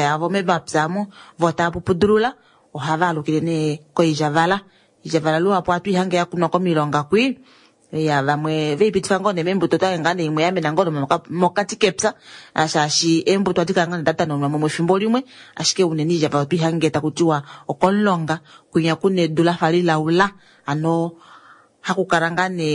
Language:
Kuanyama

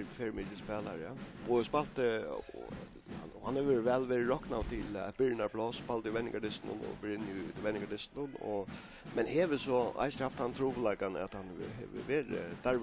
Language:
Faroese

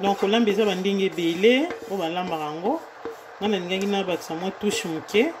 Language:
Lingala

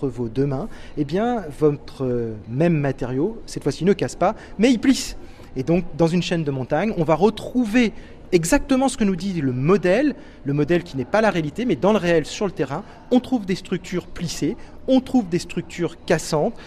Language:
French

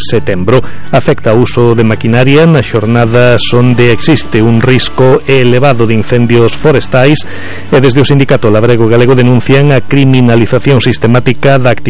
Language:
Galician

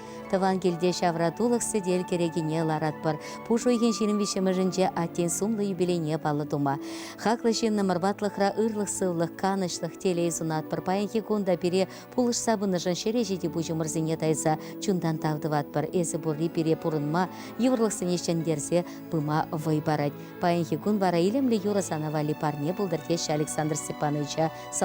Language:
Chuvash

